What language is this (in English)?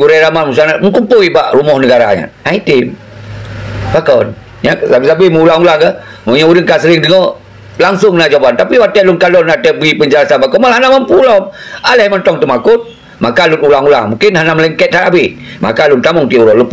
Achinese